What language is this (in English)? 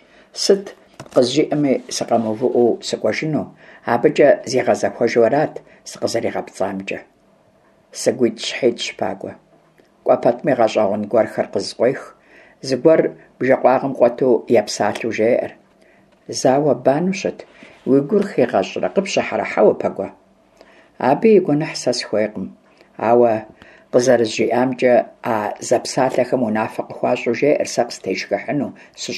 Kabardian